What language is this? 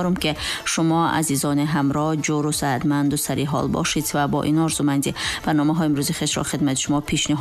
Tajik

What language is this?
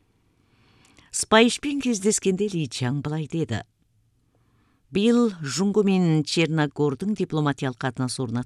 Kazakh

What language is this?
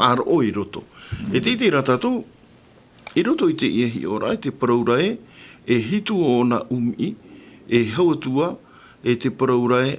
Tahitian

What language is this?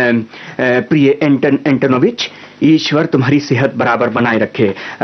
Hindi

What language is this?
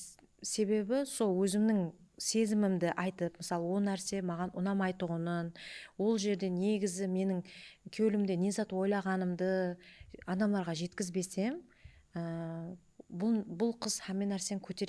Kara-Kalpak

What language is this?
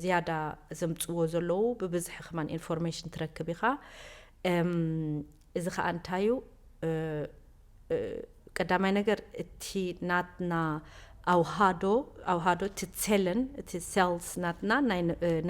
Tigrinya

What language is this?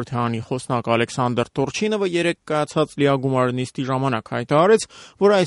Armenian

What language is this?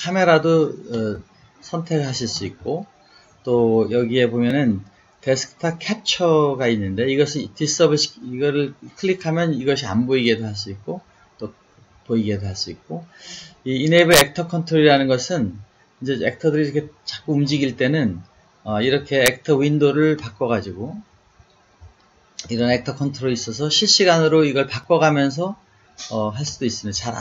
Korean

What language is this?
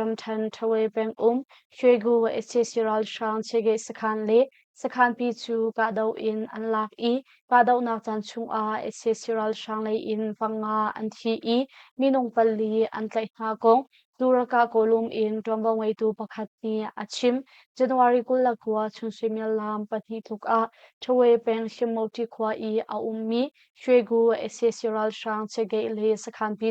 Hakha Chin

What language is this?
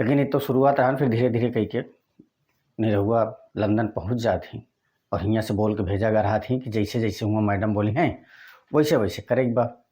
Bhojpuri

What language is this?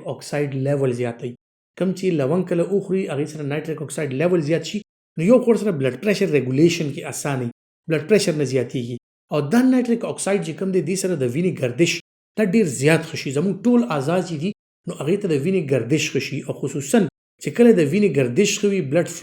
Pashto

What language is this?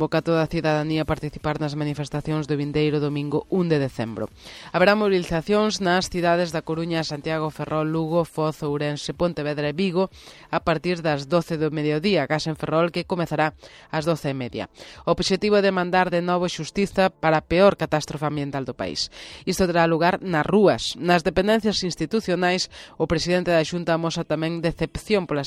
Galician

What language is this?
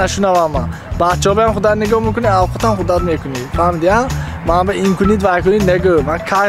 Tajik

